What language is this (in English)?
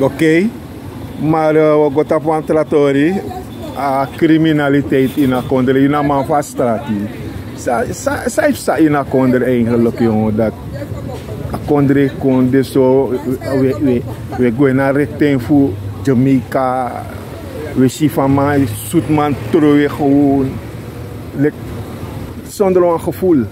Sranan Tongo